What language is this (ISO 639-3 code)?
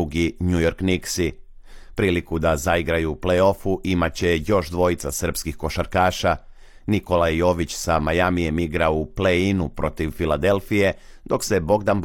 srp